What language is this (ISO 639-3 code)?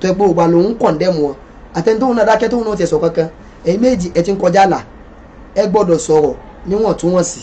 yor